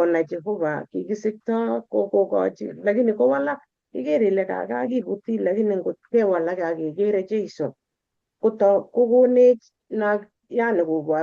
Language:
Kalenjin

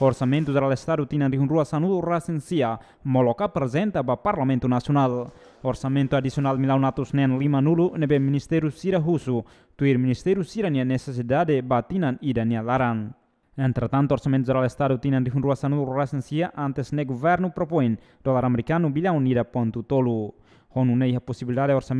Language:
Tetum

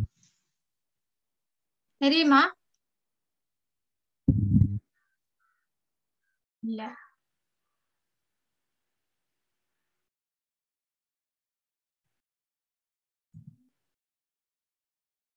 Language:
Tamil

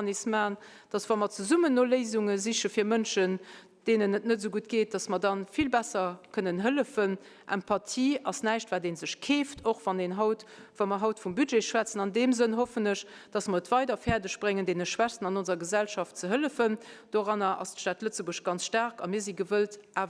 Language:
Luxembourgish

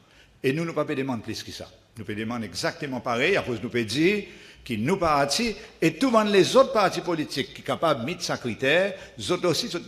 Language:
Seselwa Creole French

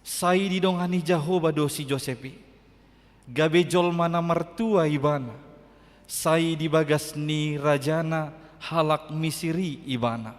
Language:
Batak Toba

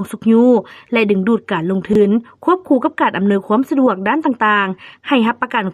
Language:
Lao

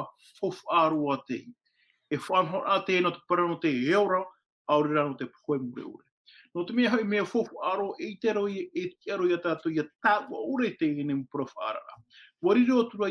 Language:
Tahitian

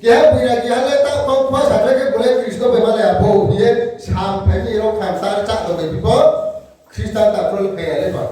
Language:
Riang (India)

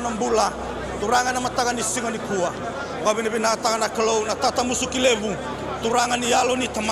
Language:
Fijian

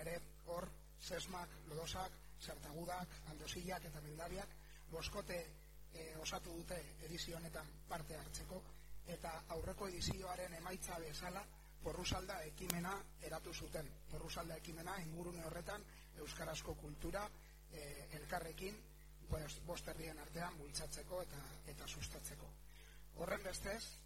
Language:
Basque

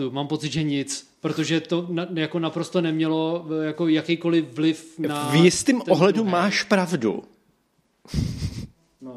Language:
Czech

